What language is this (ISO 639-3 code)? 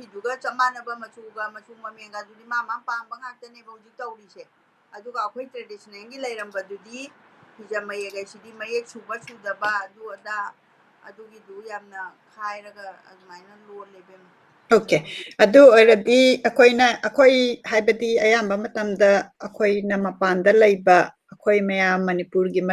mni